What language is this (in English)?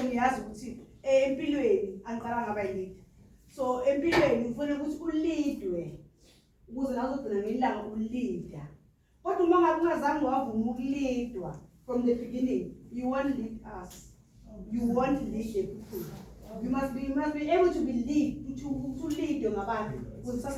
Zulu